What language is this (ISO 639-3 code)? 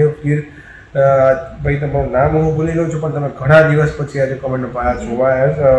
guj